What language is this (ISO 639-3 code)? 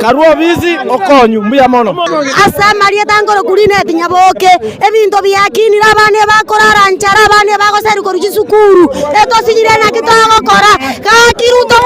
guz